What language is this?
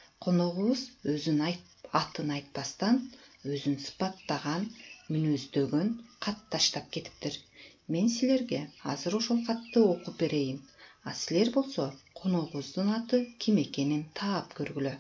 Kyrgyz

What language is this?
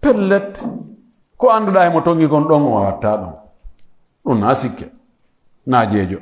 Pular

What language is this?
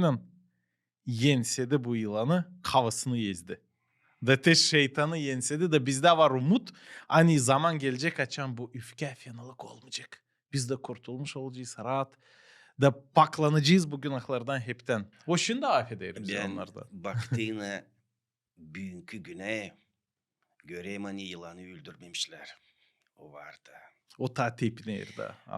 Gagauz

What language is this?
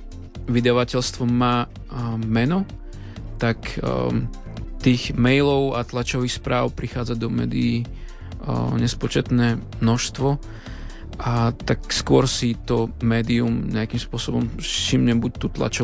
Slovak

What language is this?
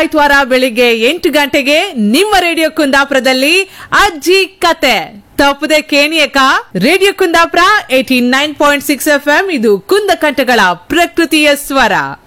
Kannada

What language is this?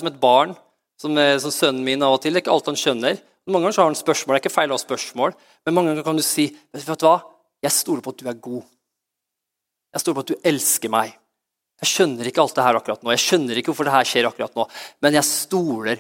Norwegian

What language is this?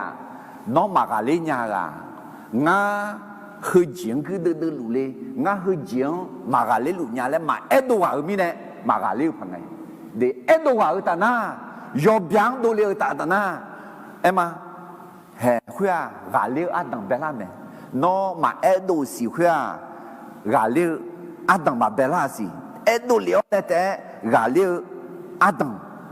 Akha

